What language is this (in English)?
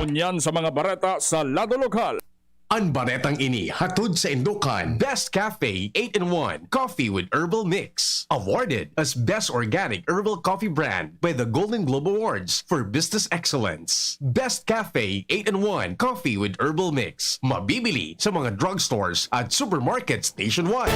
Bikol